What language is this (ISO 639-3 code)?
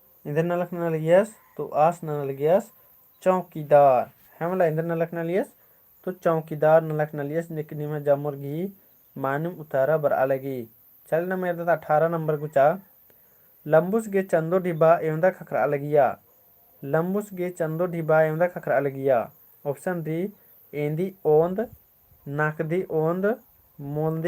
kru